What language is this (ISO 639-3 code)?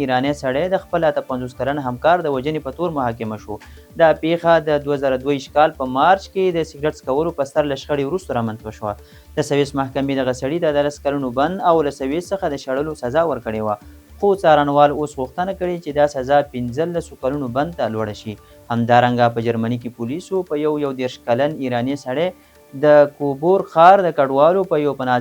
pus